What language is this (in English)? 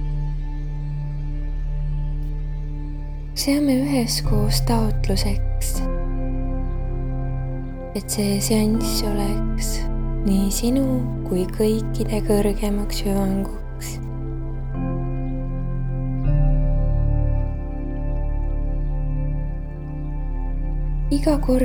Estonian